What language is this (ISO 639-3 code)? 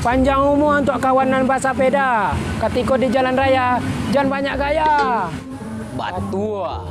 min